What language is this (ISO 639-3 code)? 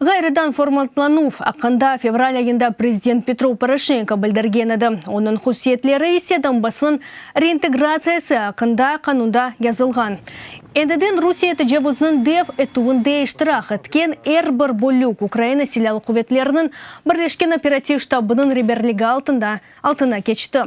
crh